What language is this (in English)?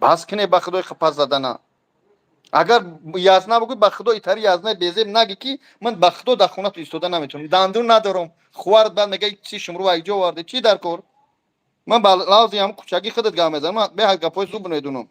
Tajik